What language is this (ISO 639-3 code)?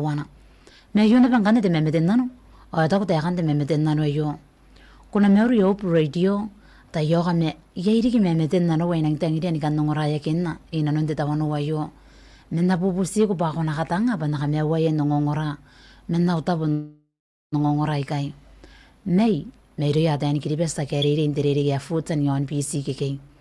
gil